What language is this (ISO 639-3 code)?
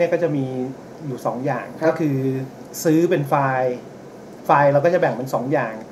tha